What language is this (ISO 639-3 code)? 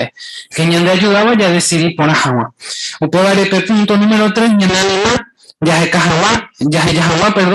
grn